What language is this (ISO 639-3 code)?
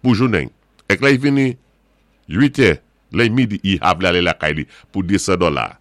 acf